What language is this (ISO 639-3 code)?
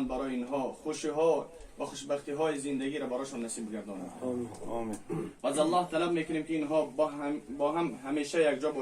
tgk